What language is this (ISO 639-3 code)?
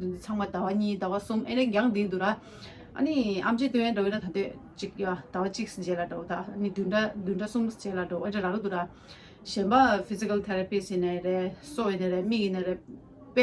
bod